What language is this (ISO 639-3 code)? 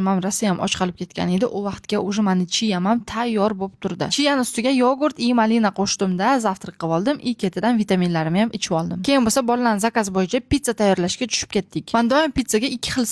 uzb